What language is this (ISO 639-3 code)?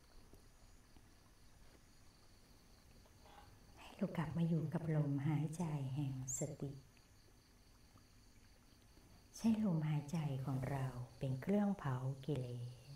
tha